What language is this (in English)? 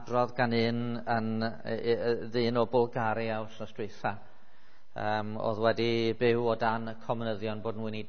Welsh